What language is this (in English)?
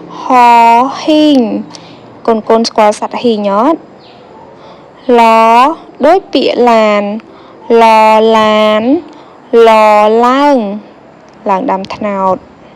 Khmer